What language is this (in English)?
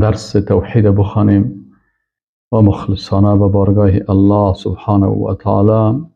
Persian